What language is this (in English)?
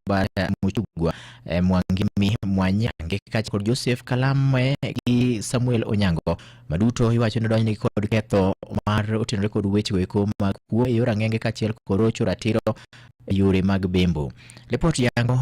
Luo (Kenya and Tanzania)